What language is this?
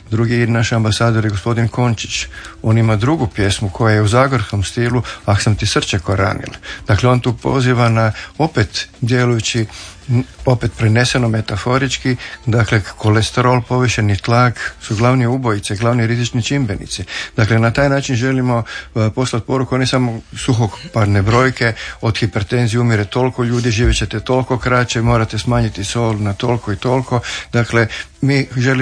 Croatian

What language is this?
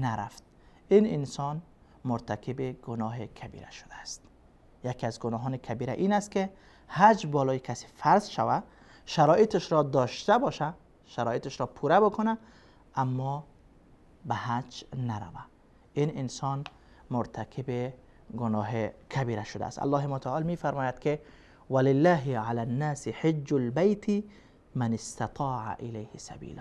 Persian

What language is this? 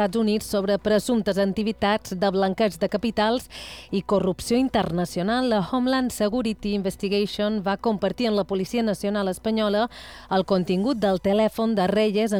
Catalan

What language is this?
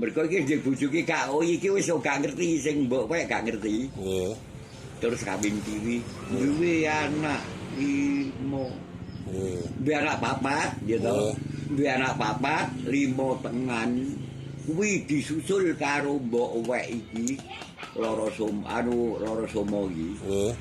Javanese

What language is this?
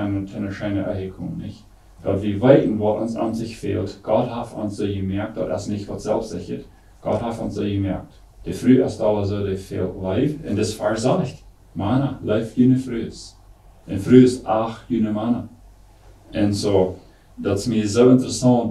Plautdietsch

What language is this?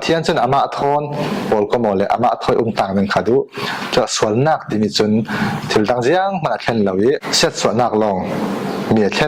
Falam Chin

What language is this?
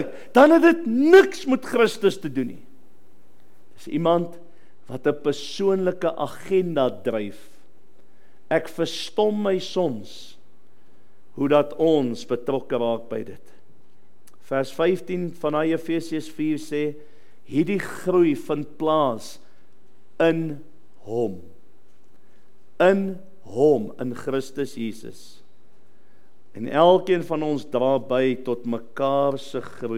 Afrikaans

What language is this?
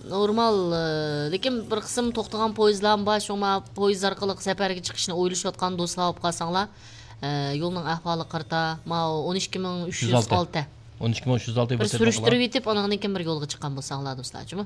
Uyghur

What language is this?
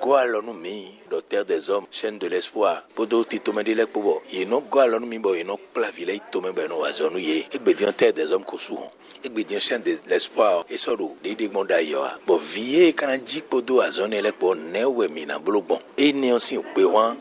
Fon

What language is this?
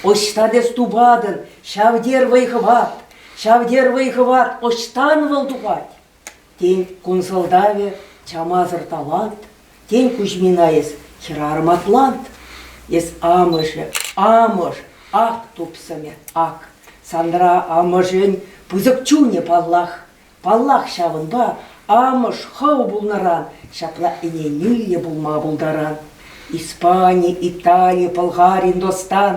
Chuvash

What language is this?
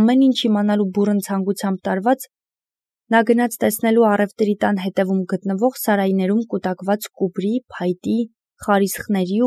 Armenian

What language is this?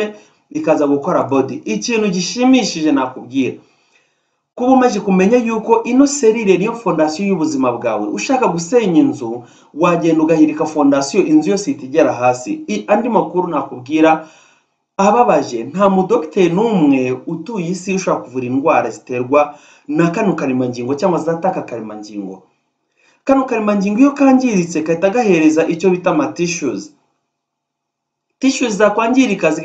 Kinyarwanda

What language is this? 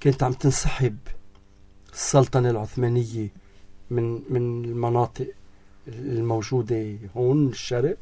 North Levantine Arabic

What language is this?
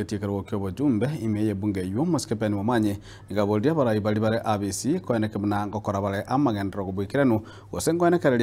Gusii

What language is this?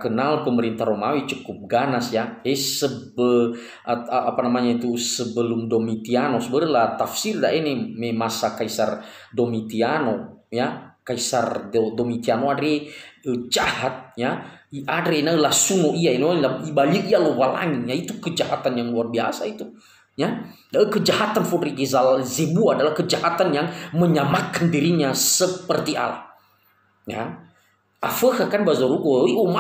Nias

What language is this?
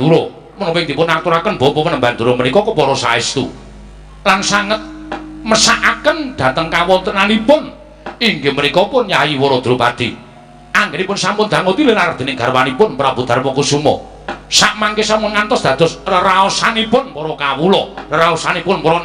Javanese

